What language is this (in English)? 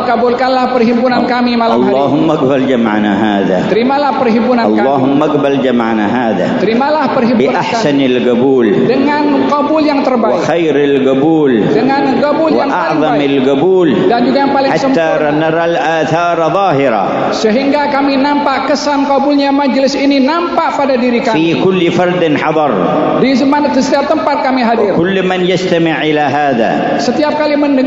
Malay